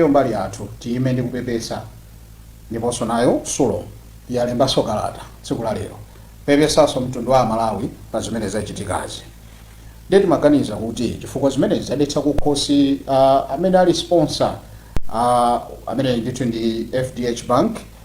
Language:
Nyanja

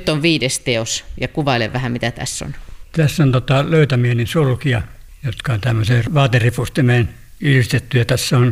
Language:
Finnish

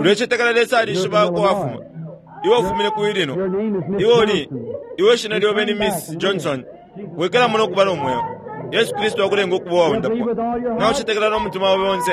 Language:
Bemba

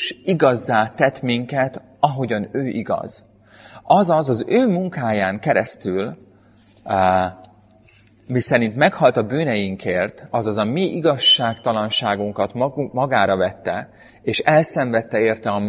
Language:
Hungarian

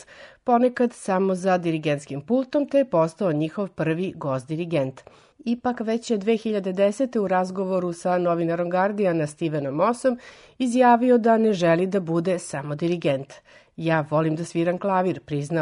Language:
Serbian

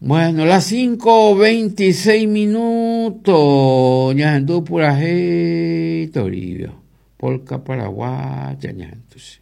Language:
Guarani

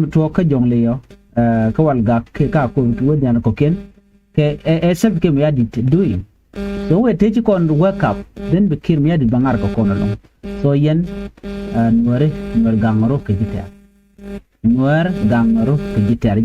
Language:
Nuer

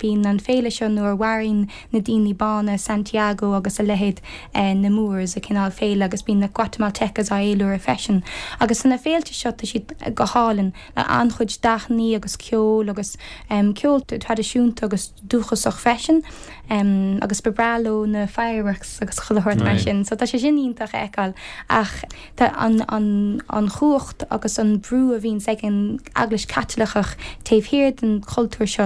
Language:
Irish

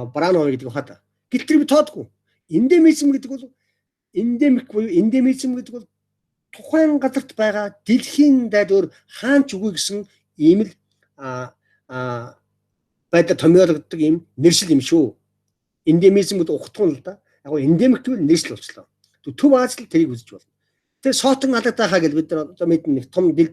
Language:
Mongolian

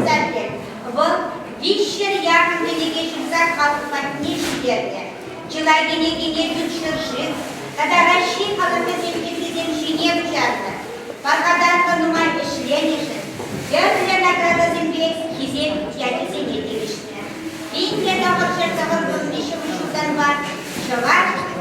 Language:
Chuvash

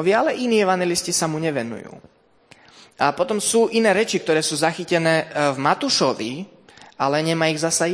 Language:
Slovak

